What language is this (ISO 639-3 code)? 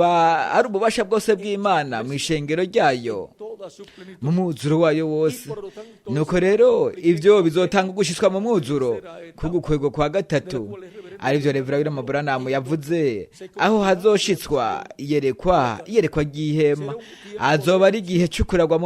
run